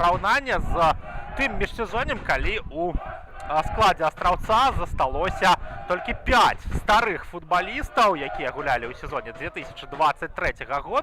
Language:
Belarusian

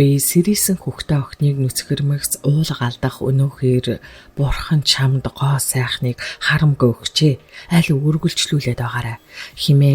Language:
Mongolian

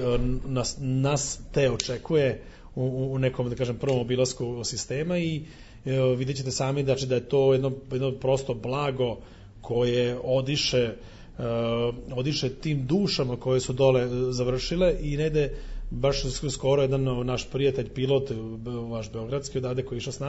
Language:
Serbian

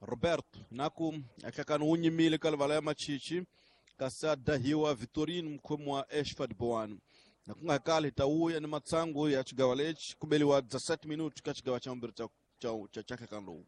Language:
Tsonga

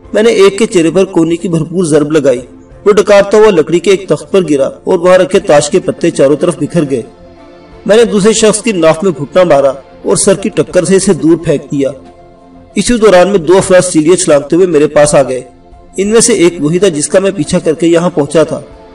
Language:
Urdu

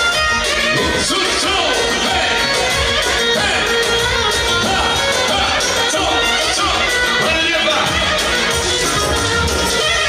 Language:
Croatian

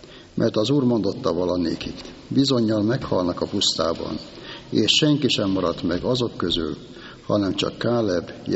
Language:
Hungarian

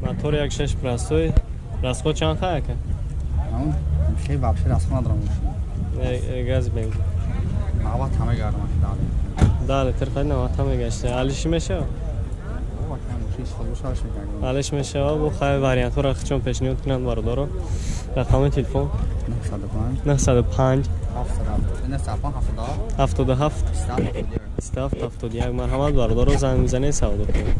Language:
Tajik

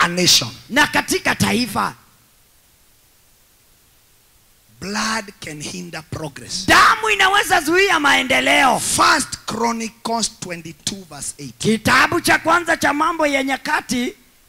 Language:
Swahili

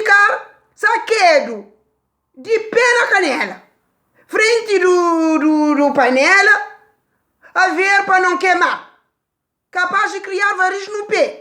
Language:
Kabuverdianu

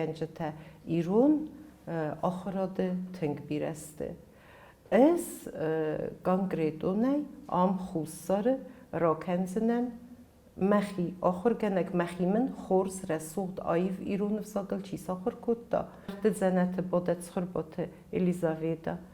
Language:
Ossetic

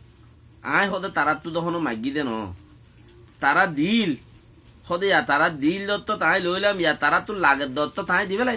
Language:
Rohingya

